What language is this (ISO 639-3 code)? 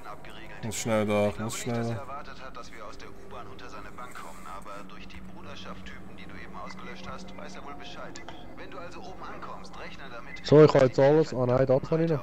gsw